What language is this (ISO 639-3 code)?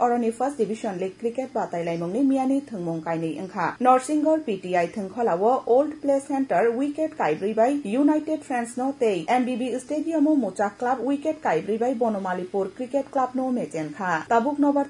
trp